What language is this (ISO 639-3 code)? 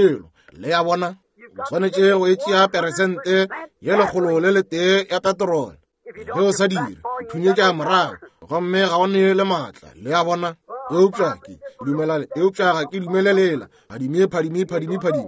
nso